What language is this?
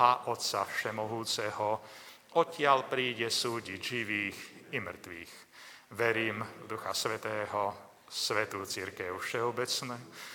Slovak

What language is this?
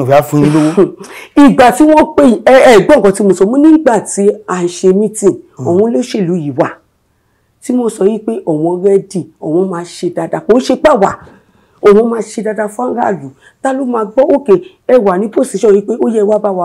Yoruba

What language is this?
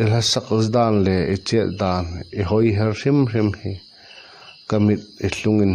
Hmar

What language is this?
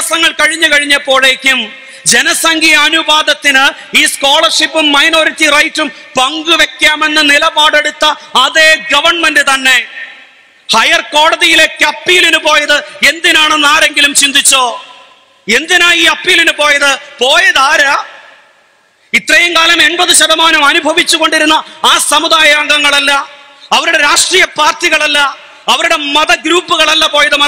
Malayalam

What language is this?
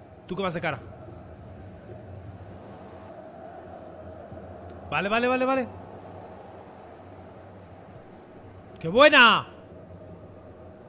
Spanish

